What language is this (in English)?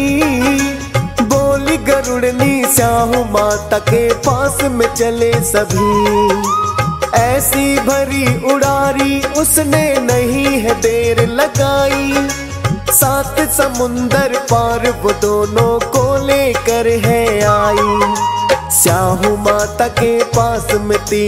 Hindi